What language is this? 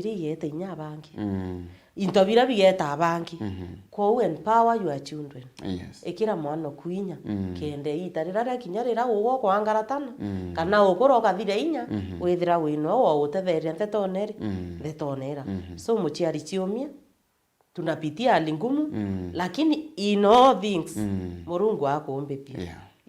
Meru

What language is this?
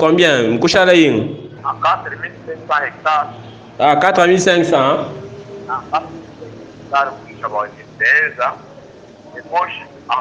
Luba-Lulua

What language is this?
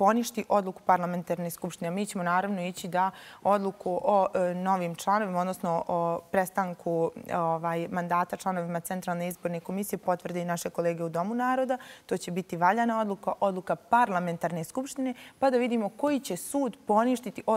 Bosnian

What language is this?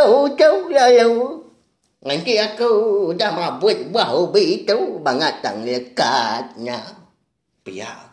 Iban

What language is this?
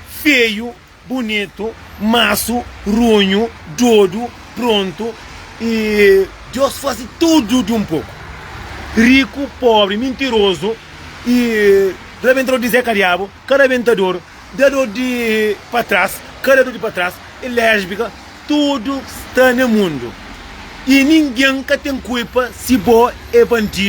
Kabuverdianu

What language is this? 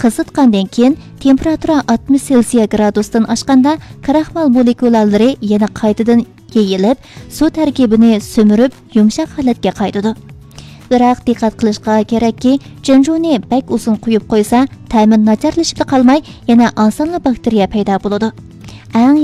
Uyghur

